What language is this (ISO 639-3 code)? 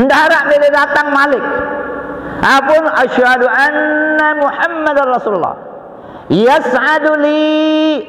sas